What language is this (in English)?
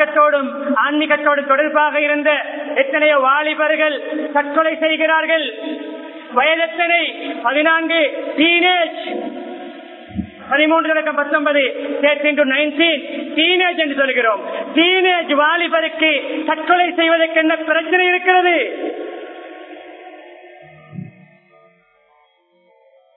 Tamil